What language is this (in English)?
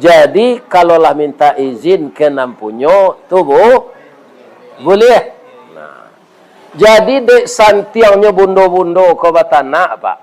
Minangkabau